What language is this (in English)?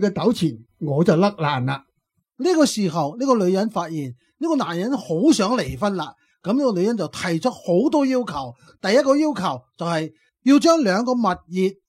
Cantonese